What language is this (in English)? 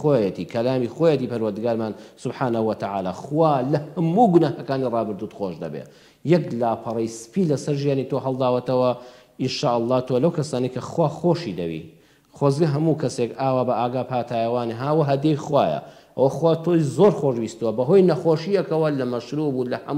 Central Kurdish